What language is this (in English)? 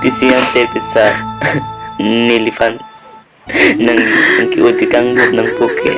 Karbi